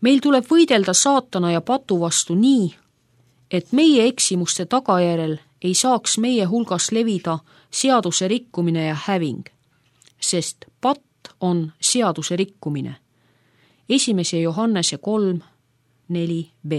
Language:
Estonian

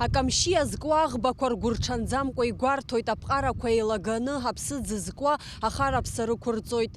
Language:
Abkhazian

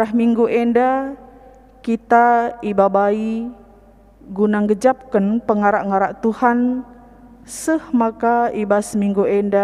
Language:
Batak Karo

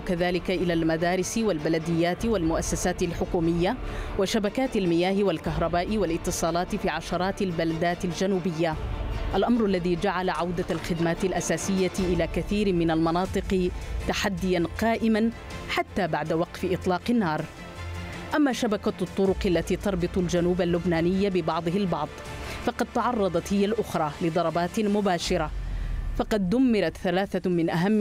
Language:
Arabic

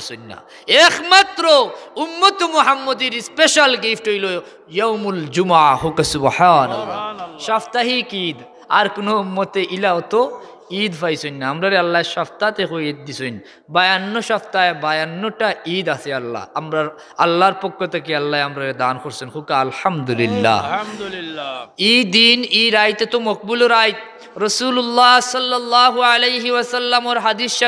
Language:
Sylheti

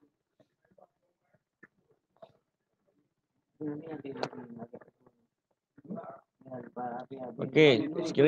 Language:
Malay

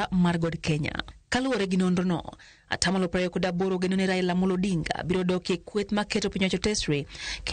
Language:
Luo (Kenya and Tanzania)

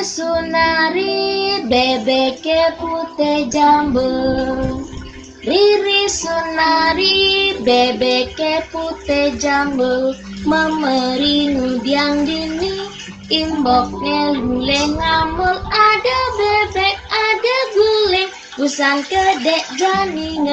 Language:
Balinese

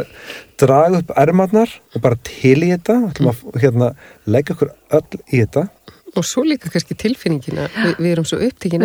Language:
Icelandic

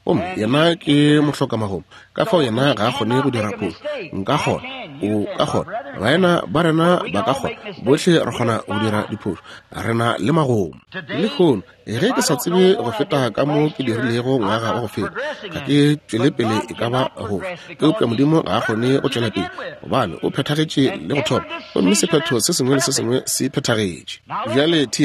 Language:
Northern Sotho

